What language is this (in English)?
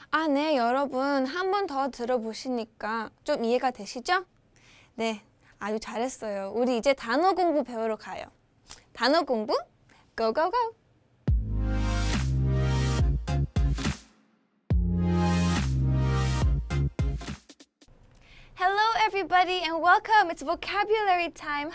Korean